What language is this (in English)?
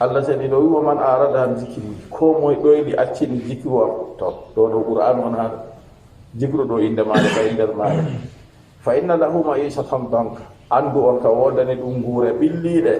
Fula